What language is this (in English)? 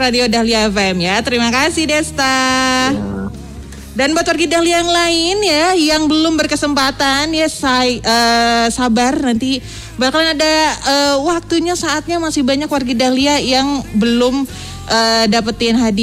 Indonesian